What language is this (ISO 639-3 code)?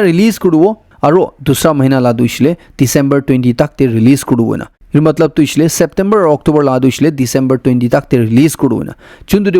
nag